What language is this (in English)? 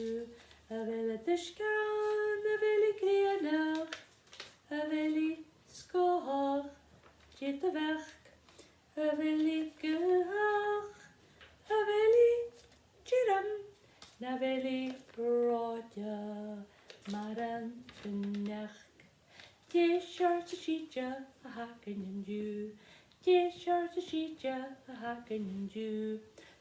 Scottish Gaelic